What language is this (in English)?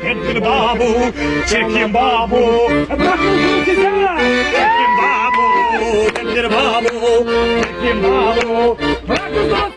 Gagauz